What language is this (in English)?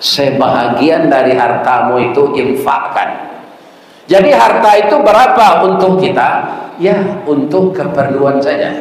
Minangkabau